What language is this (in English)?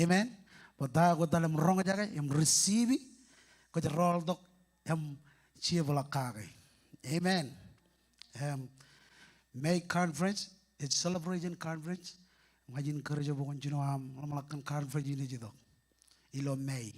Marshallese